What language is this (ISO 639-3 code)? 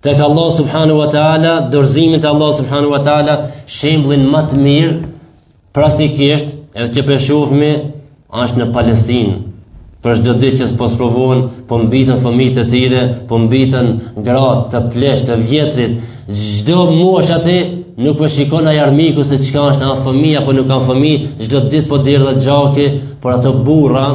sqi